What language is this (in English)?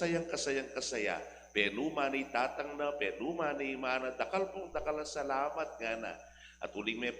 Pampanga